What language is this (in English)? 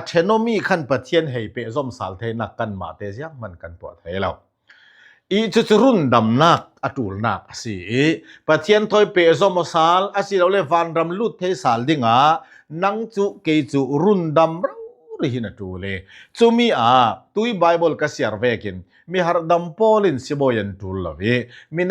Falam Chin